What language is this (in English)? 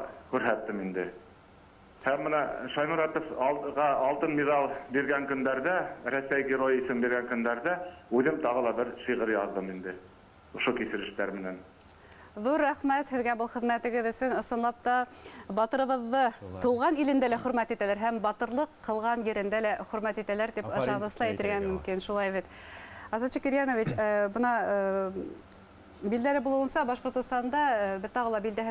Bashkir